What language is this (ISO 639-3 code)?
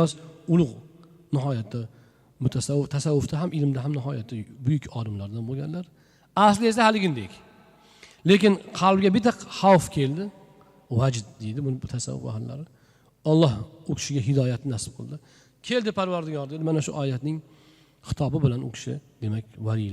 uzb